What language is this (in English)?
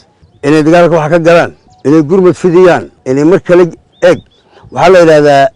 Somali